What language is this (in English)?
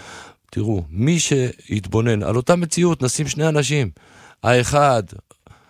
Hebrew